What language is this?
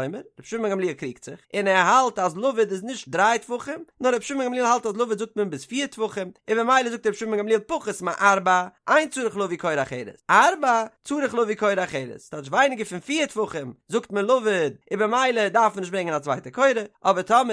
Yiddish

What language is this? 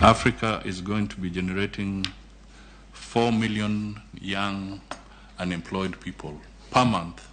Luo (Kenya and Tanzania)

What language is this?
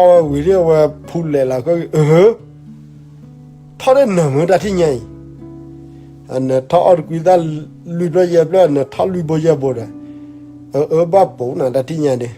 S'gaw Karen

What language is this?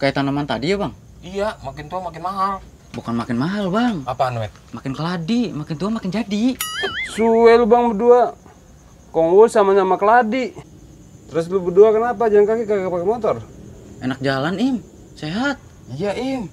Betawi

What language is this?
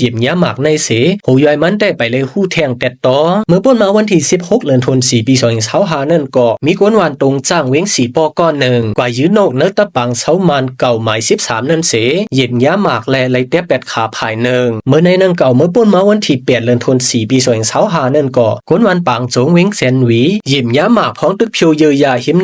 Shan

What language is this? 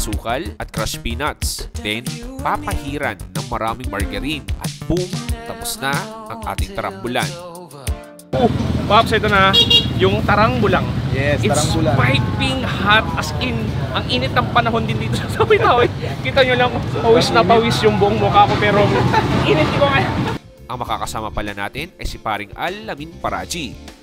Filipino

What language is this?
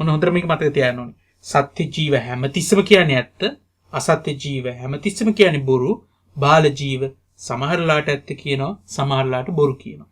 Sinhala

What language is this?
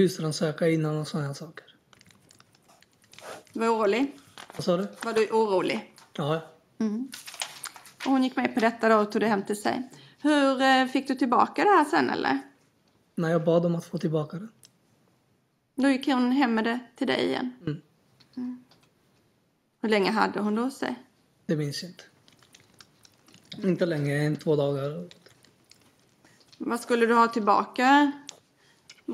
Swedish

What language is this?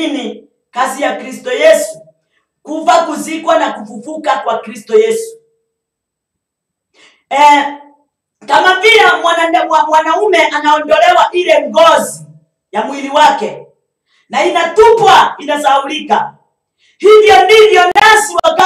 Swahili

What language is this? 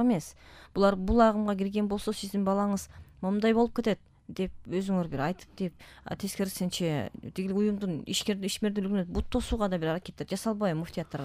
Kyrgyz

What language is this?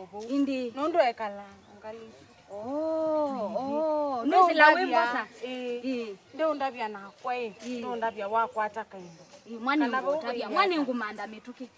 Kamba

